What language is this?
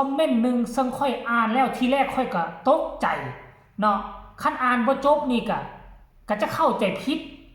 Northeastern Thai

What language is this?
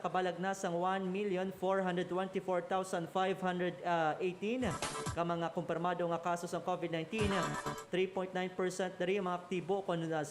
Hiligaynon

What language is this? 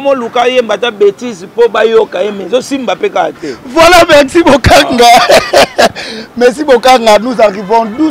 Lingala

